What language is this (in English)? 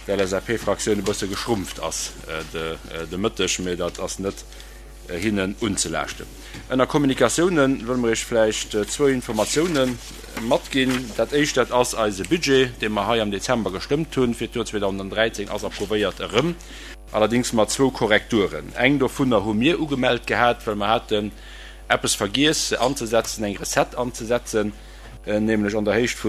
Luxembourgish